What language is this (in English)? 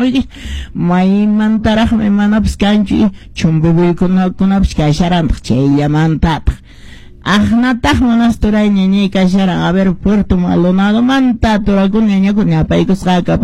Quechua